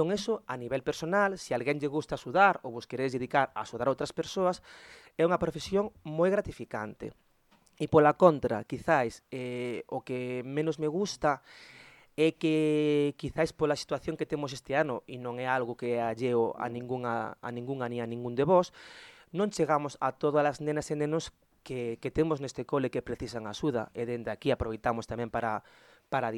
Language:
Galician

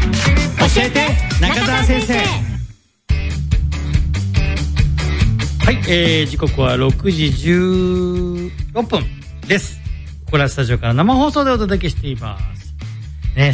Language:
Japanese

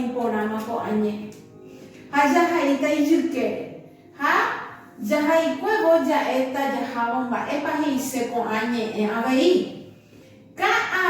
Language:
Guarani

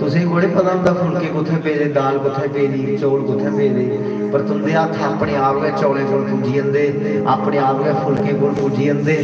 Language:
Dogri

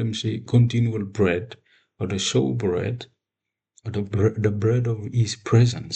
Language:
Bislama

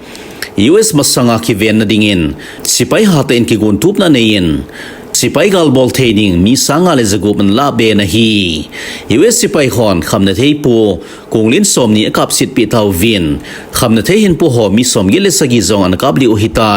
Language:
Thado Chin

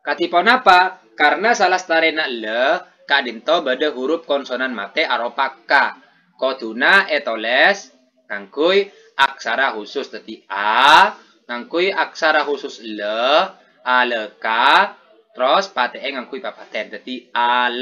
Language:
Madurese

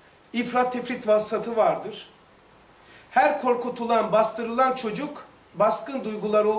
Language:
Turkish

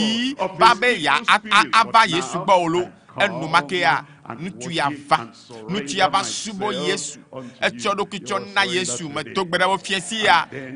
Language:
Ewe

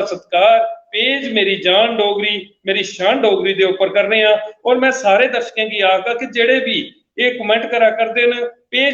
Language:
Dogri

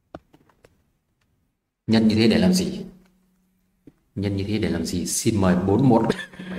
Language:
Vietnamese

